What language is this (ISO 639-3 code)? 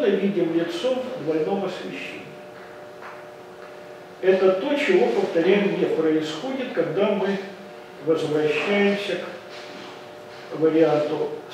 rus